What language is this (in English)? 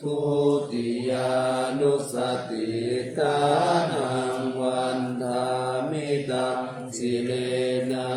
Pali